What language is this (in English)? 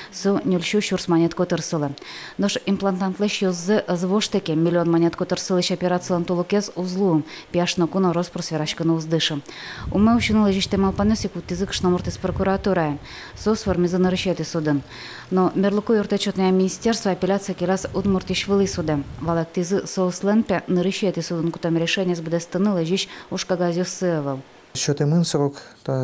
Udmurt